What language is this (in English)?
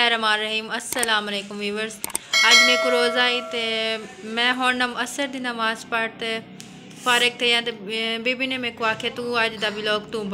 Saraiki